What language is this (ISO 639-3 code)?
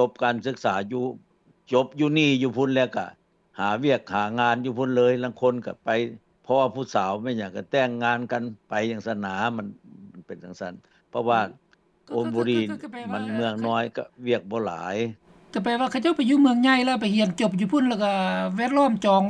lao